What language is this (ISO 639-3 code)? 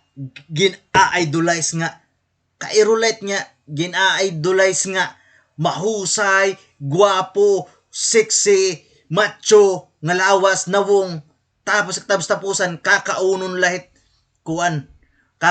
war